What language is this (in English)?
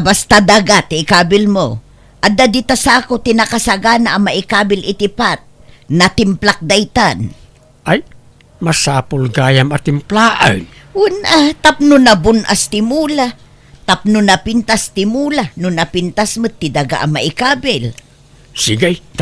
Iloko